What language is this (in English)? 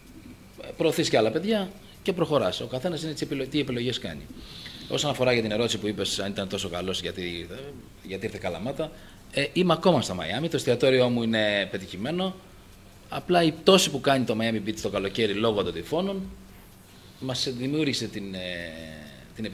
Greek